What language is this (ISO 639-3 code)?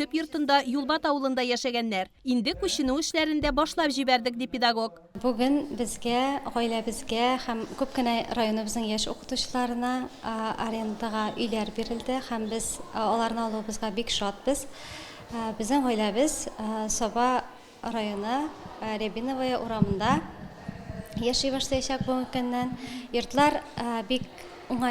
tat